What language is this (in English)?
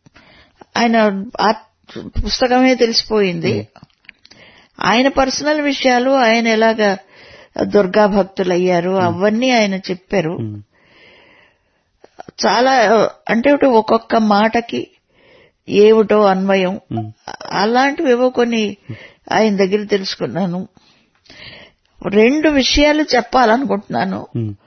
Telugu